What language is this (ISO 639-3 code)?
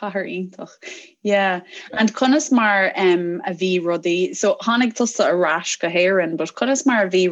gle